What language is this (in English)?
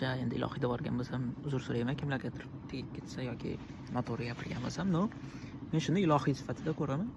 Uzbek